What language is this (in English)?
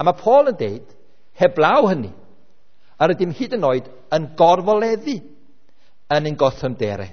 Welsh